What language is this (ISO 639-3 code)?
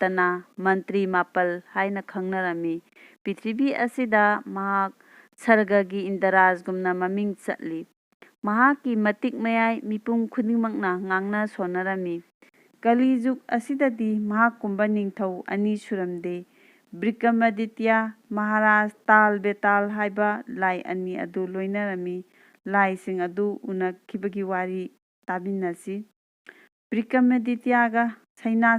mni